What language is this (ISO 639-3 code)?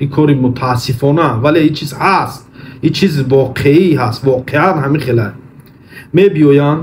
tgk